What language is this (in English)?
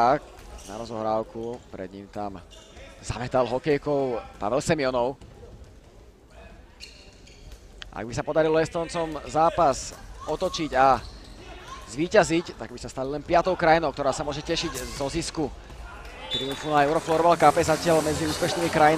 Slovak